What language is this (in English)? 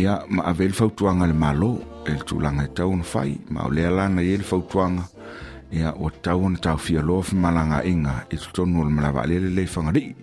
Samoan